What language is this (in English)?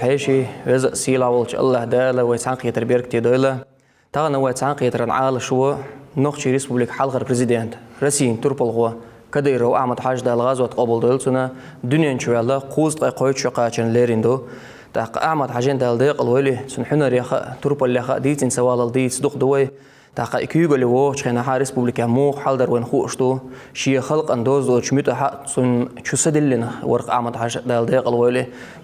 Chechen